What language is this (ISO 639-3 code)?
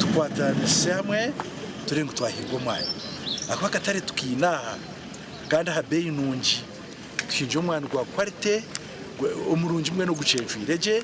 nyn